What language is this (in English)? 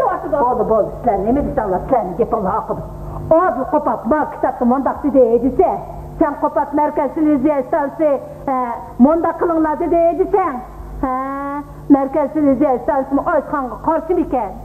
Uyghur